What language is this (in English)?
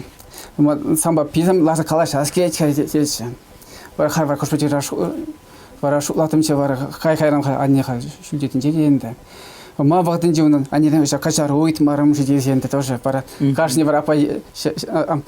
Chuvash